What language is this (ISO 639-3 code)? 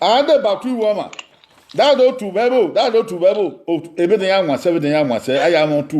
bin